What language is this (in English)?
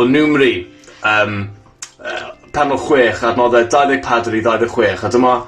Welsh